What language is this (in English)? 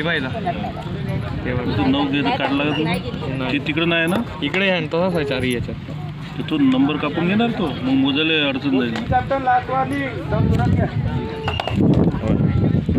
Marathi